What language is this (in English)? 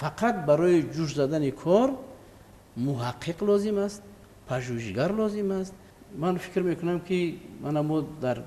Tajik